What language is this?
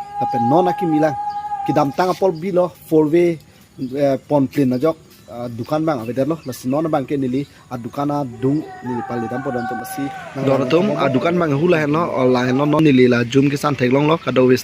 Karbi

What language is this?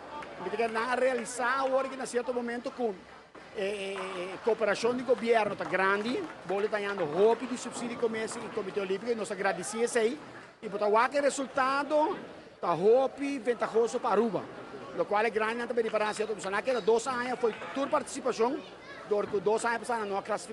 Papiamento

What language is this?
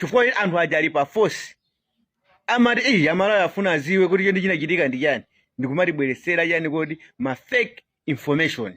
Nyanja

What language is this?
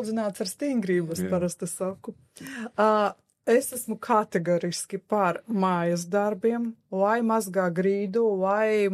Latvian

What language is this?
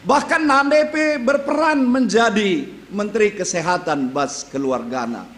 Batak Karo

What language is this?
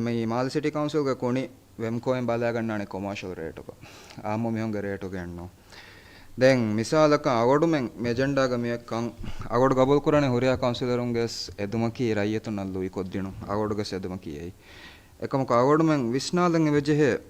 Divehi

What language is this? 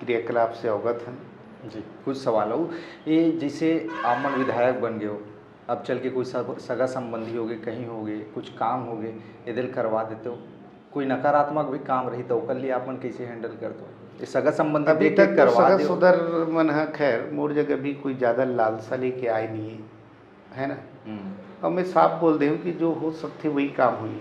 Chhattisgarhi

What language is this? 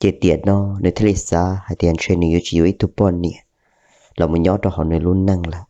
Hmong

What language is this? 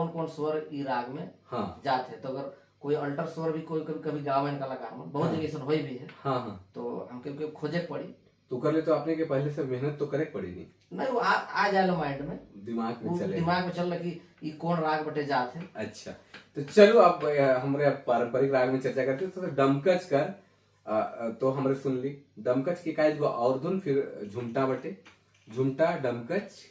Sadri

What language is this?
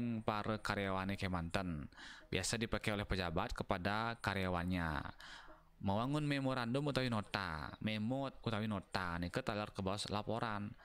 Balinese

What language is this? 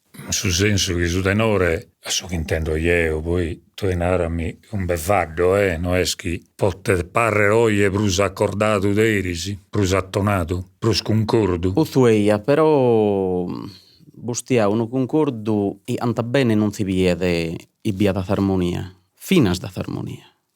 Sardinian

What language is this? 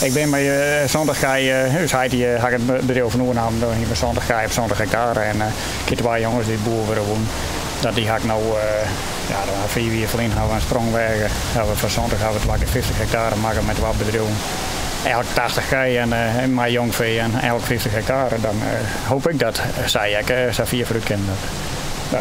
Western Frisian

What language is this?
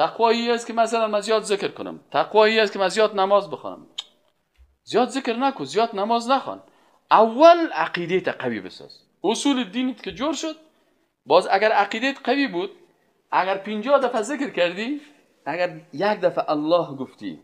Persian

